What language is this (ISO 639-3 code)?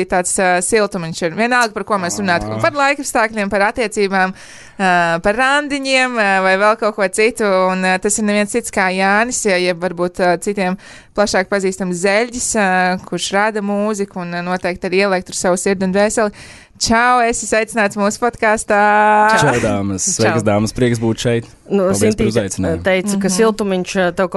lav